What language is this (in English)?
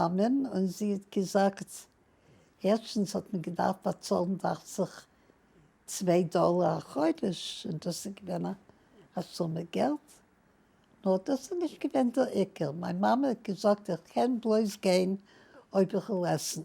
Yiddish